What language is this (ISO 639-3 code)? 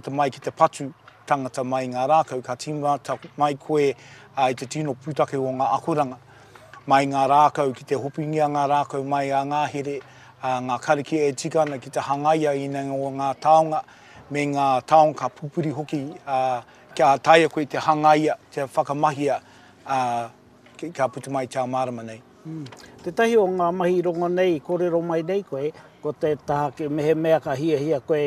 mri